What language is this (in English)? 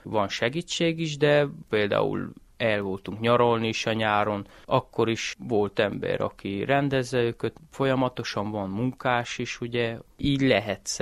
Hungarian